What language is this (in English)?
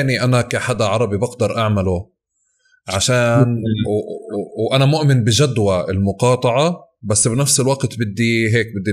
North Levantine Arabic